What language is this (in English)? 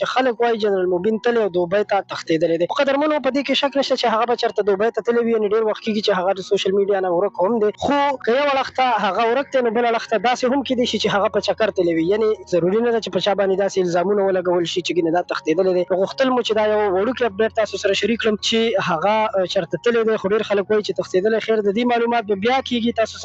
Pashto